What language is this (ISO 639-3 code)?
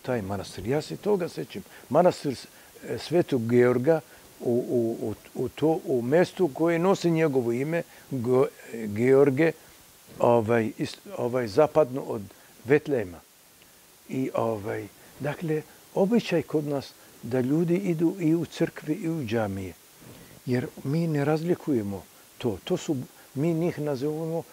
srp